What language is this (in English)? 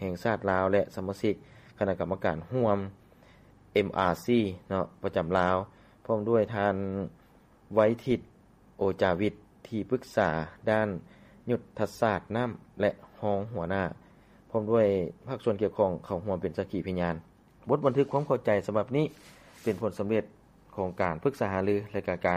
Lao